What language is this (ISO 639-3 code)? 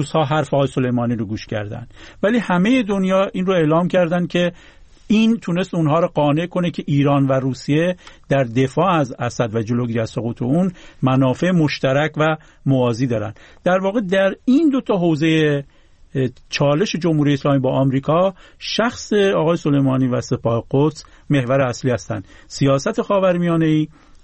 fas